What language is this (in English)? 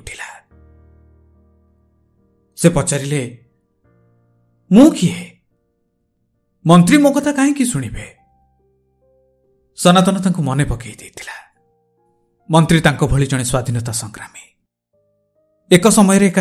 Odia